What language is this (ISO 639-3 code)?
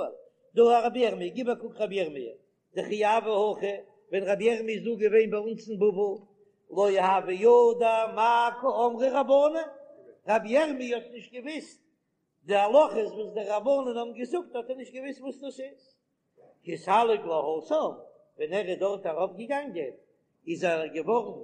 yid